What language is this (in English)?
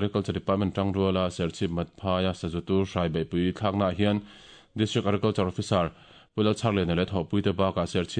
Mizo